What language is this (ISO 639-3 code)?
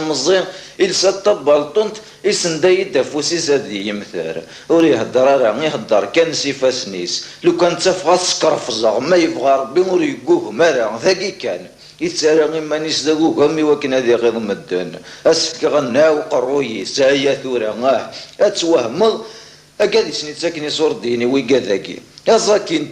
kab